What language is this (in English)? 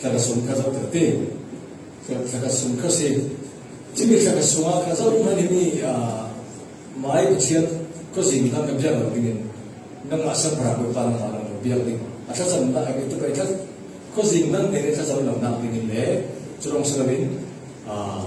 Falam Chin